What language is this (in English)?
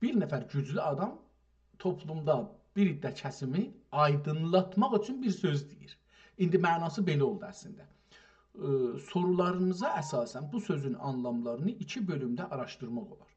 South Azerbaijani